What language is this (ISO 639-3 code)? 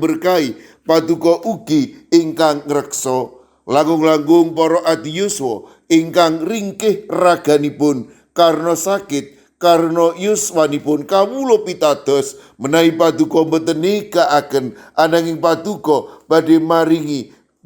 jav